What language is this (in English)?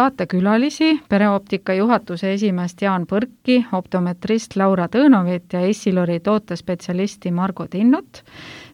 Estonian